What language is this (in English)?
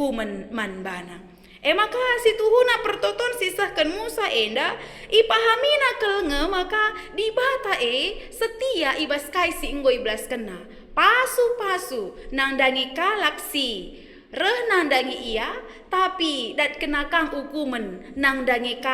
Batak Karo